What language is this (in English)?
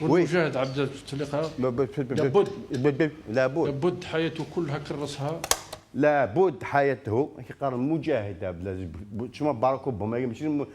Kabyle